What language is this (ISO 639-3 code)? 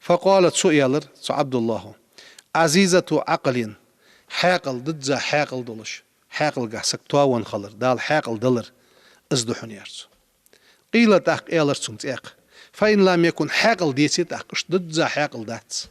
inh